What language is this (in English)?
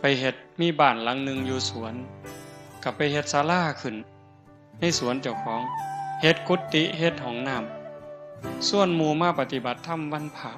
Northeastern Thai